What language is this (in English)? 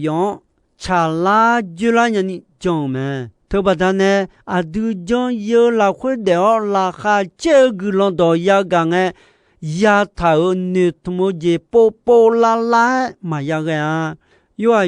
Akha